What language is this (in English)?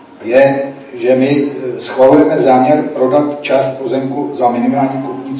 Czech